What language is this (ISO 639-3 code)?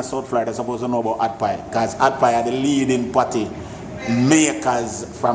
jam